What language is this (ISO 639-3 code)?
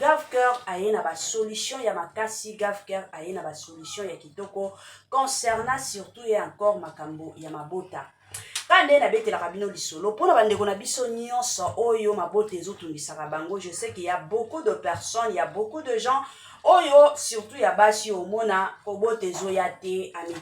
lin